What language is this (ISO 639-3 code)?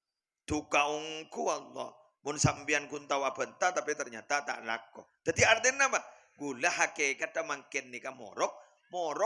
mad